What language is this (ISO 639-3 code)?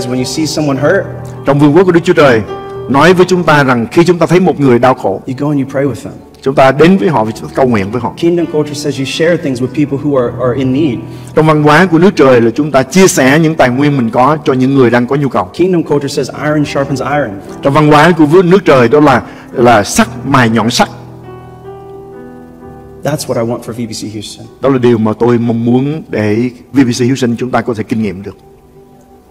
vie